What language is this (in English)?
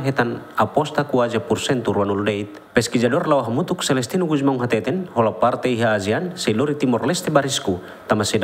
Tetum